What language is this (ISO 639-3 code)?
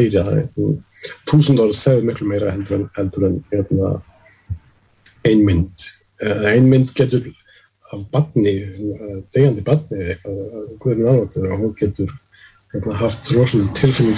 isl